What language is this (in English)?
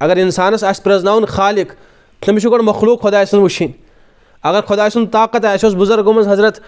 Kashmiri